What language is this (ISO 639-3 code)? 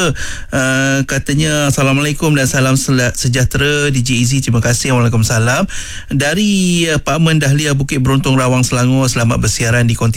msa